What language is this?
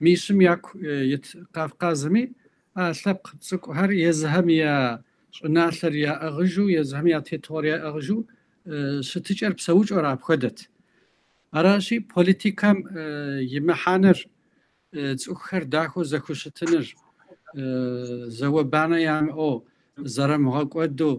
Kabardian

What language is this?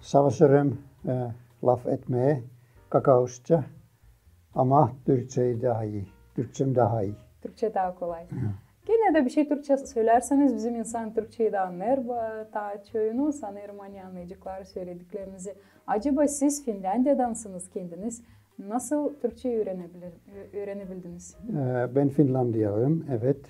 Gagauz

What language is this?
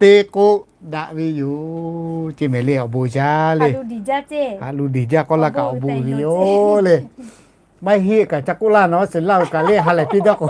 Lahu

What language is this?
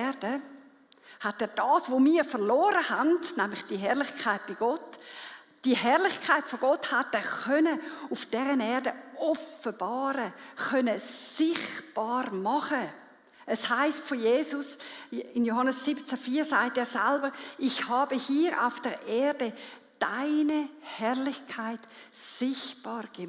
Swiss German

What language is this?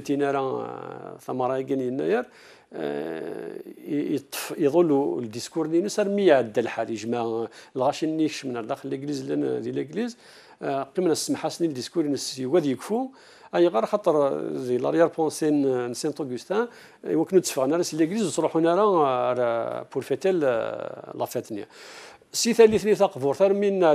Kabyle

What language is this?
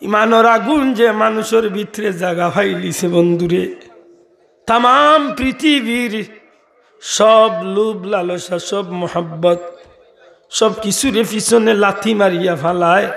Sylheti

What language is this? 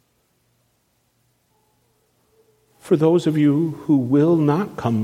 English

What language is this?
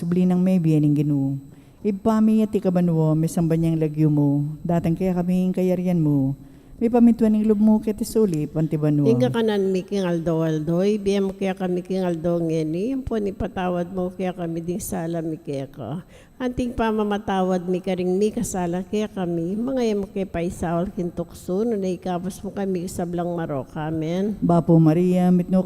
Pampanga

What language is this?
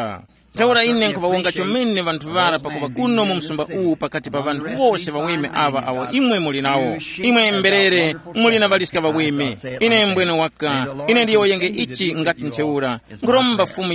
Tumbuka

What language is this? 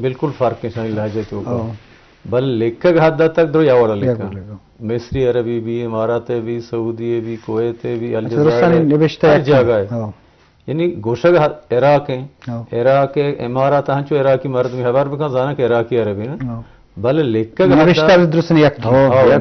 Eastern Balochi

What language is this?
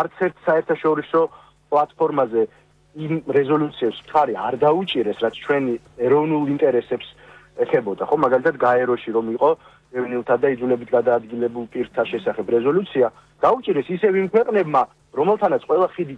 Georgian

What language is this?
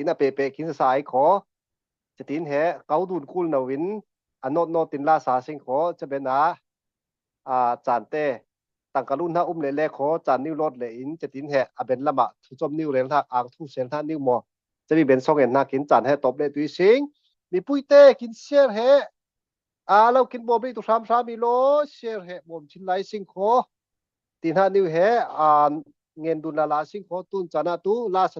Falam Chin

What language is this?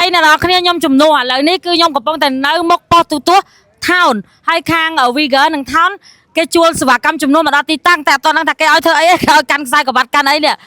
Khmer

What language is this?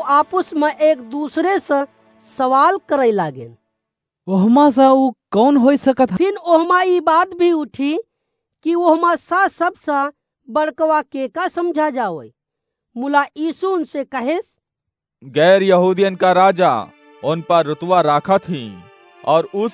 Awadhi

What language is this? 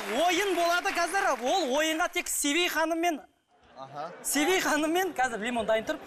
Kazakh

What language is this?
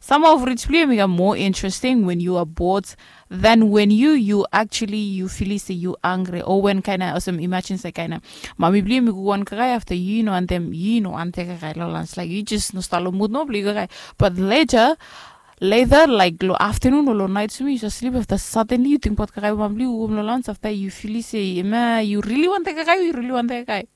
Bislama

